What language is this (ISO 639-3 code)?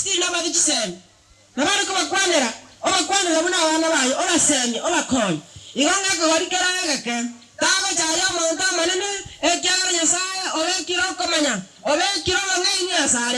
guz